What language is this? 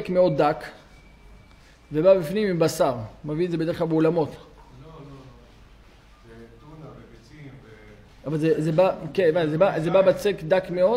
Hebrew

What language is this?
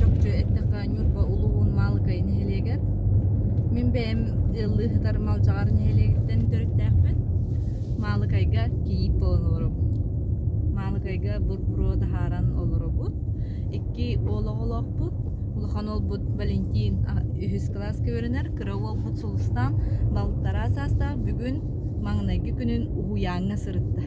Yakut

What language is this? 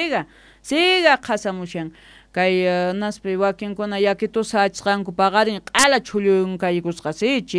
Quechua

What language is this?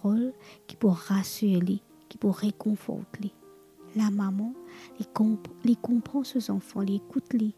Morisyen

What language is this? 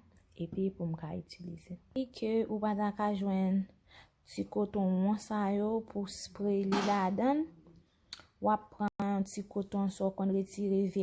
Haitian Creole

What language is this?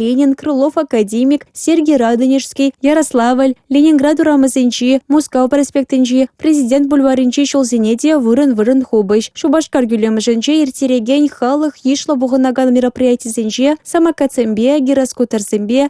Chuvash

